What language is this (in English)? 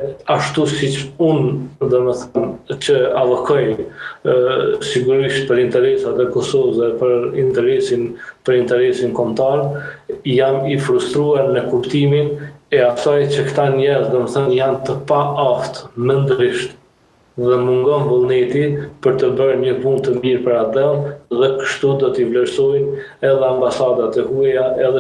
Albanian